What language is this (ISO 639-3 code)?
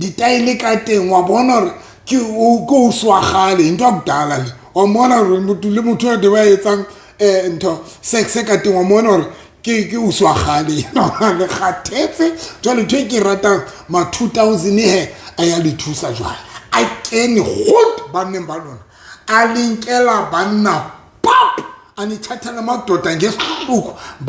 sot